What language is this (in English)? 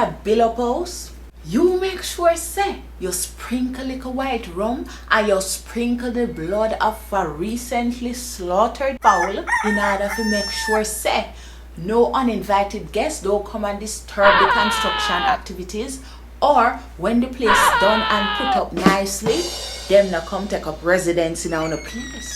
Jamaican Creole English